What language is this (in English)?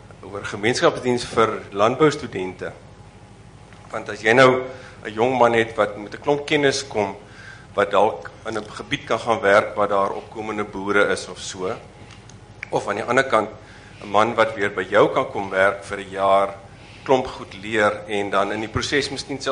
Afrikaans